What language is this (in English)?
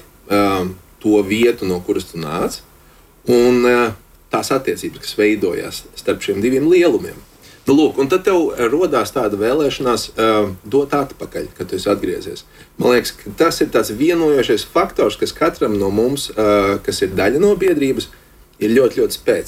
Latvian